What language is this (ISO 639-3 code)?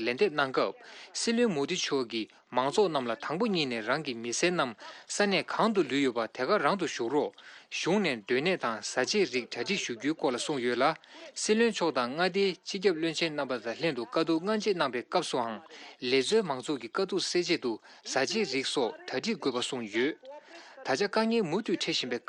bod